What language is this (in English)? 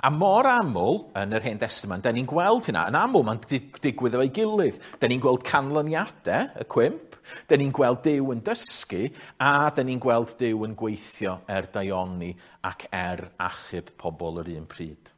Welsh